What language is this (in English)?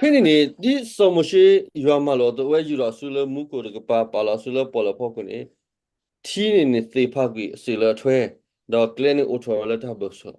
S'gaw Karen